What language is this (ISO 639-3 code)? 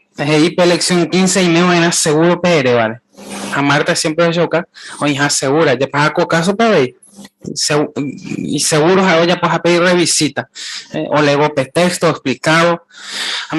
grn